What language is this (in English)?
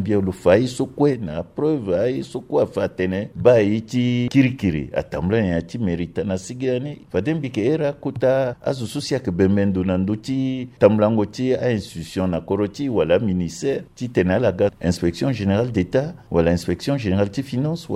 Sango